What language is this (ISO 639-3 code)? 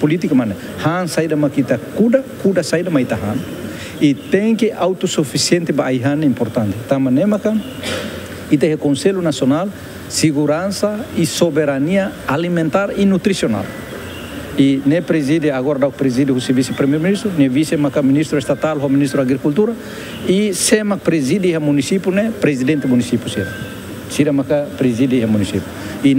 tet